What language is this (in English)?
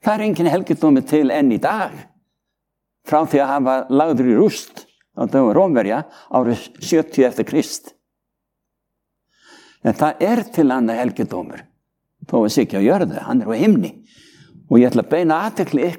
Icelandic